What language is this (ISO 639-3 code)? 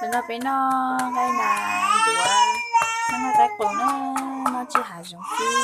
hmn